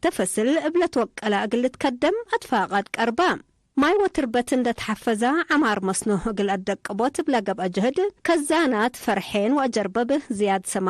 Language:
Tigre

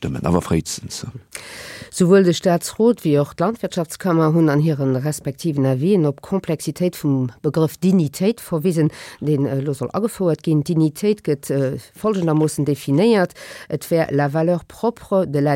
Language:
Luxembourgish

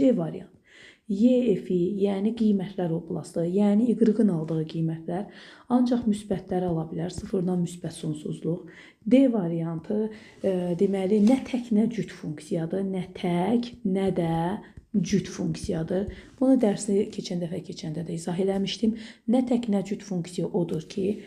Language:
Azerbaijani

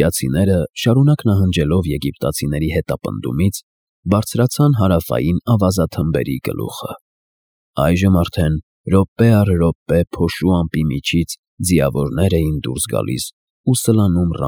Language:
Armenian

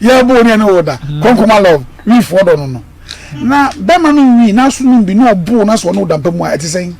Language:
Akan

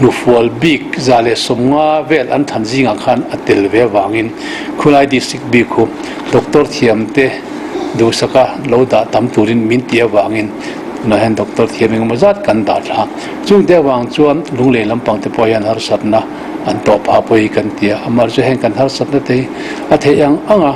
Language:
Mizo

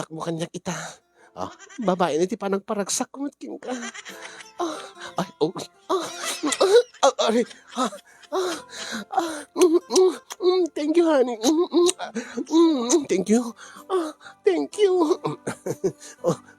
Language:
Iloko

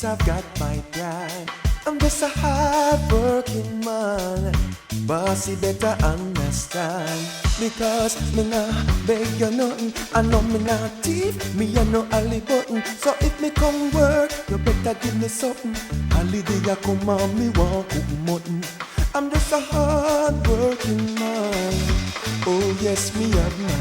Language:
Jamaican Creole English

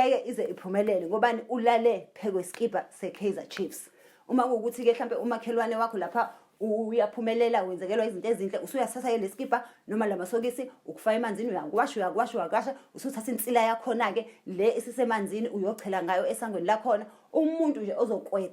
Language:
Zulu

